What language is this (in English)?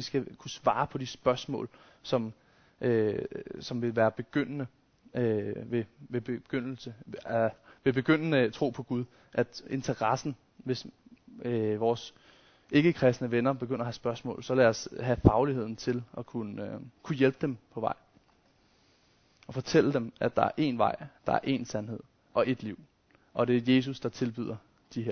Danish